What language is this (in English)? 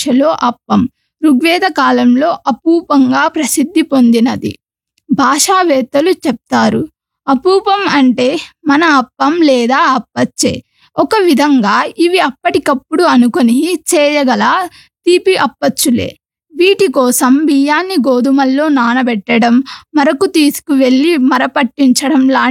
Telugu